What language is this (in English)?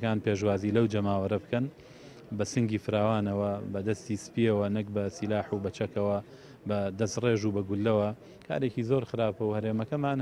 Central Kurdish